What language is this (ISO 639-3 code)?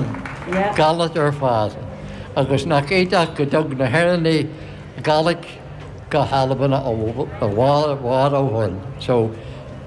gle